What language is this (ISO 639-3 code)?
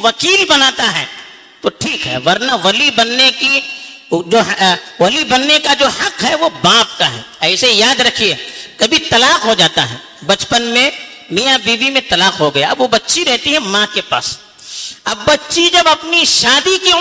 urd